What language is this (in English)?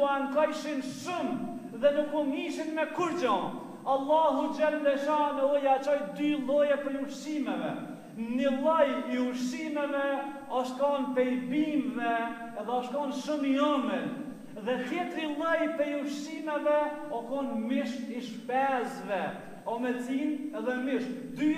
Albanian